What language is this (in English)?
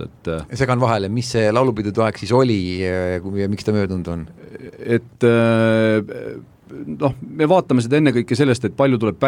Estonian